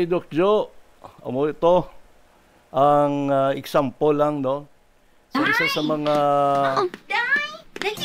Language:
Hiligaynon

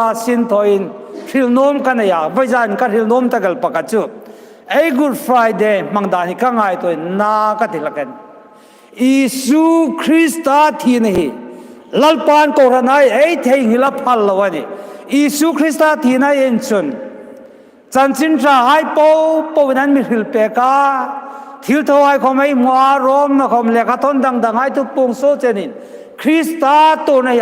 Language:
Hmar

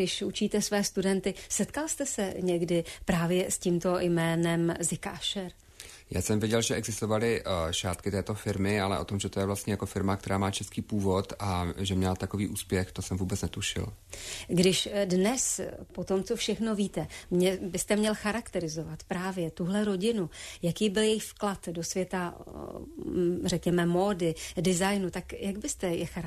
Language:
Czech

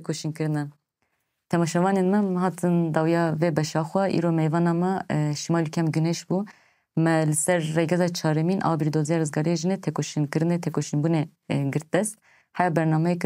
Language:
Kurdish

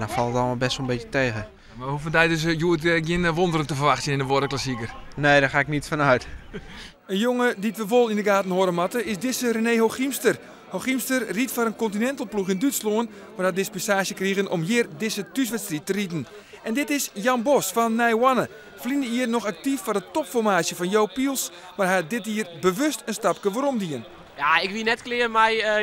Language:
Western Frisian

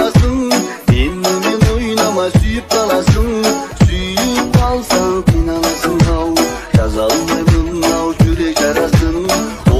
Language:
Kazakh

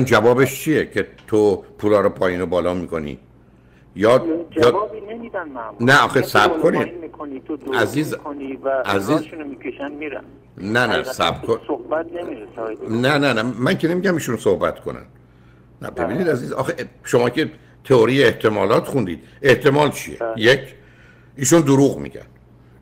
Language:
Persian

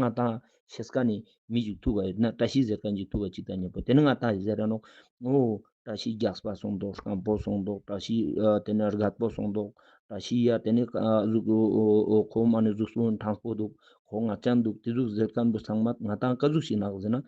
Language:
Ladakhi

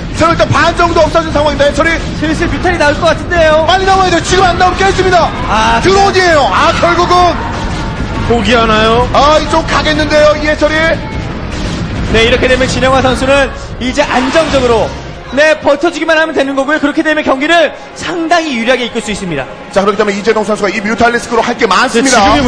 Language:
Korean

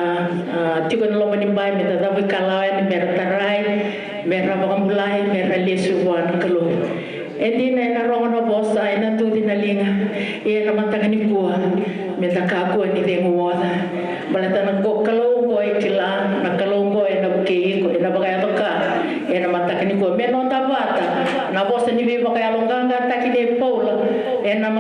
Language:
Fijian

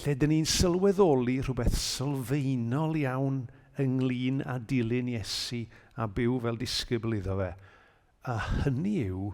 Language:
Welsh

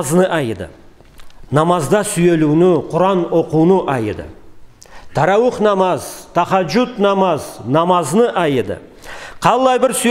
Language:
Karachay-Balkar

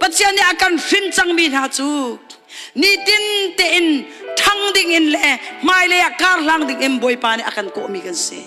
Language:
Hakha Chin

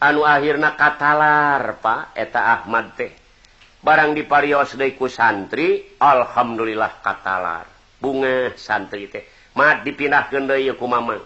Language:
Sundanese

